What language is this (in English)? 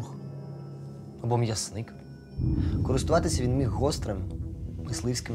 Ukrainian